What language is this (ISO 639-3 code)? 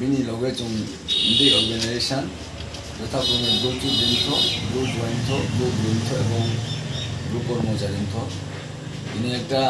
ria